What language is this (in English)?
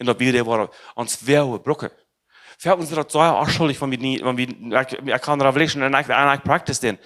Plautdietsch